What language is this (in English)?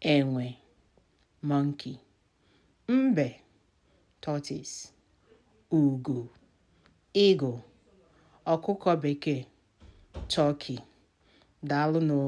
Igbo